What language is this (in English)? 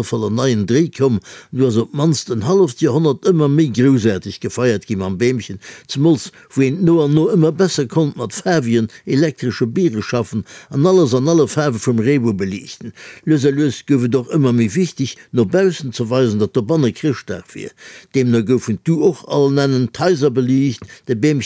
Luxembourgish